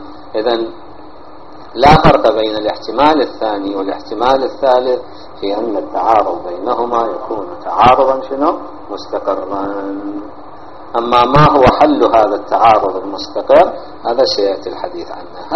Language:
Arabic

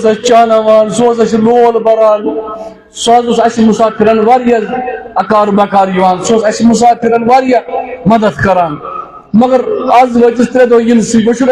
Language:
Kashmiri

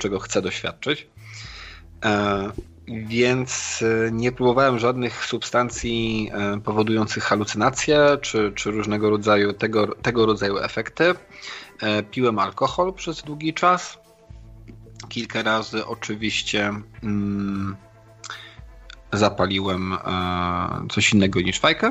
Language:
Polish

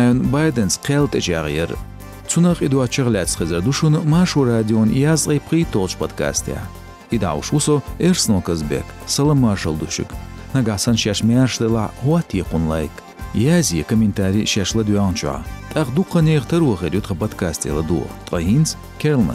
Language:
Chechen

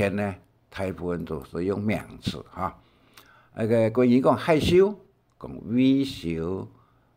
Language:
Hakka Chinese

